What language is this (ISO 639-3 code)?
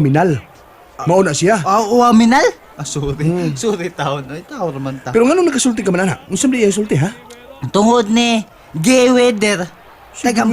ceb